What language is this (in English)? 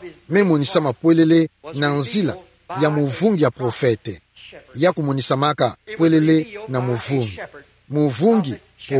Kituba (Democratic Republic of Congo)